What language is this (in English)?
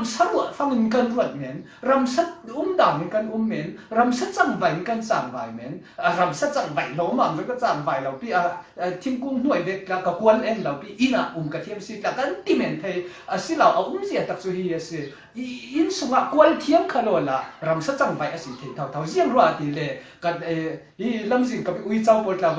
Falam Chin